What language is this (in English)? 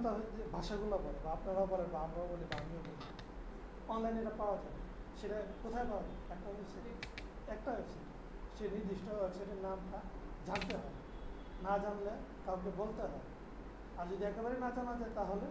Bangla